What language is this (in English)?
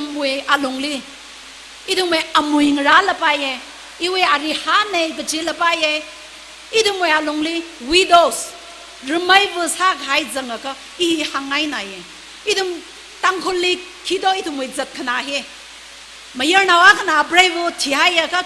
Tangkhul Naga (India)